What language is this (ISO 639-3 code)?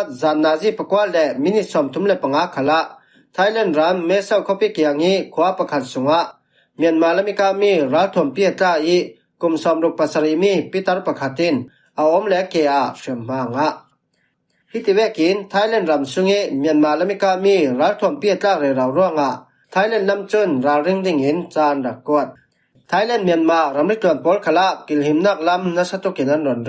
cfm